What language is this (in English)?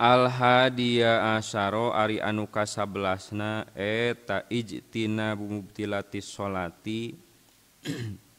Sundanese